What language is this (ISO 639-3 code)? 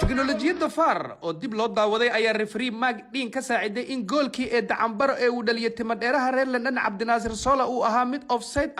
som